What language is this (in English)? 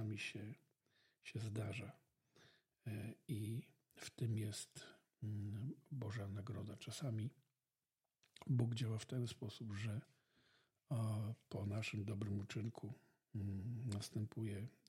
Polish